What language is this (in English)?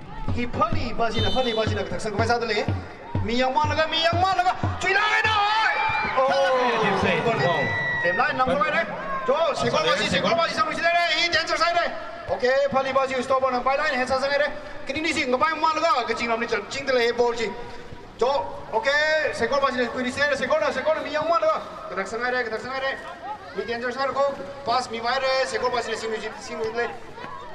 Tangkhul Naga (India)